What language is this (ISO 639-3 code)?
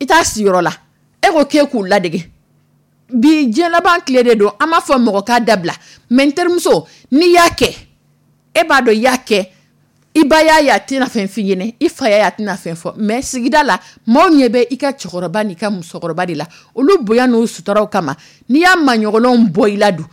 dyu